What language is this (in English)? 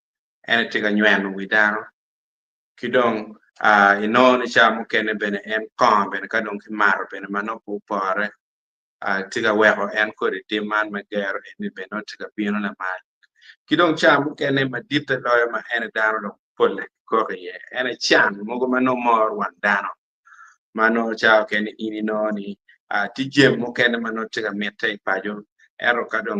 Acoli